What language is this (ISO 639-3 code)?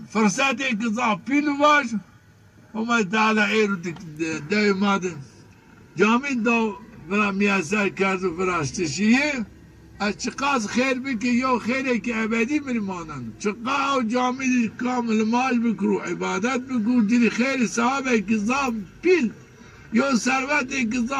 zza